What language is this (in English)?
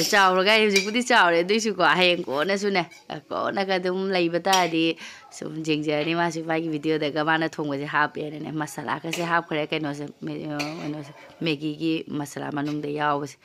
Manipuri